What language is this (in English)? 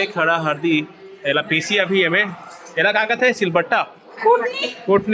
Chhattisgarhi